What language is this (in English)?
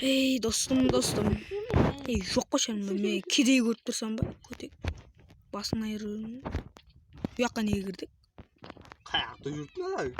Kara-Kalpak